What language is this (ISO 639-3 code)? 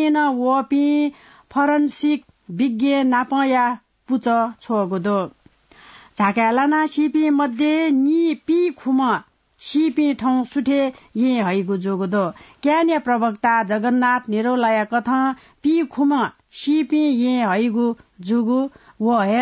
new